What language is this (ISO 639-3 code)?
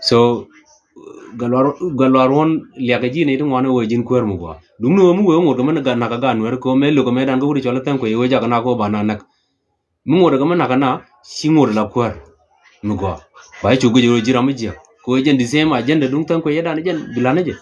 nus